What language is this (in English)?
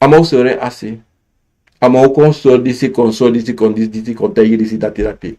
Sranan Tongo